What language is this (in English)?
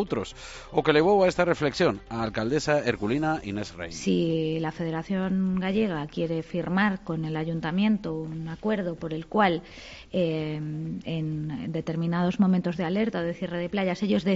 Galician